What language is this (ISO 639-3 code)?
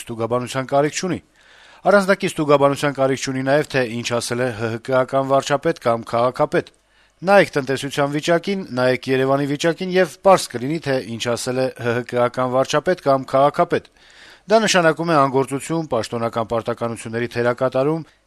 hye